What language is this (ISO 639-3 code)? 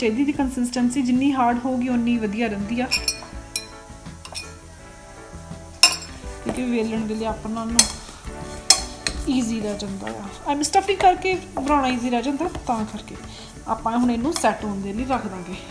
pan